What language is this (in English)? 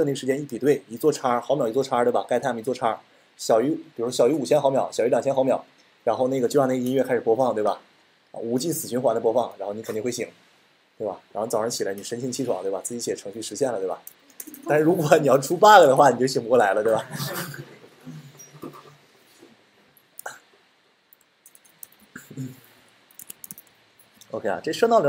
Chinese